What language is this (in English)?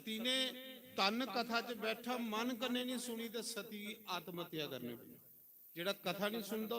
Dogri